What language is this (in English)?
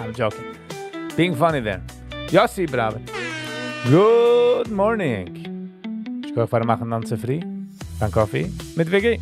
Yiddish